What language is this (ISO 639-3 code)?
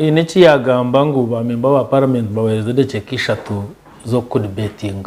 nyn